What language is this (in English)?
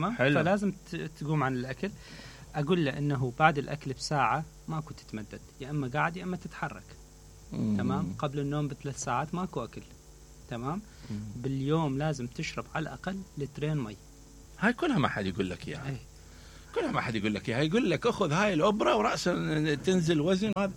Mesopotamian Arabic